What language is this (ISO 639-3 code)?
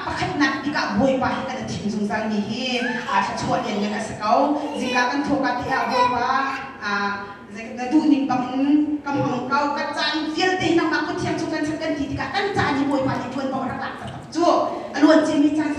cnh